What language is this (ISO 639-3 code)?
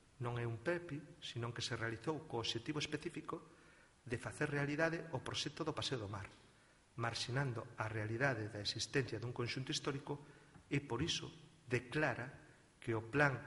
glg